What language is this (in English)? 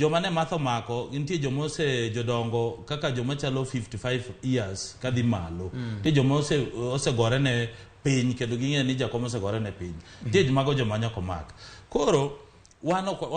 Luo (Kenya and Tanzania)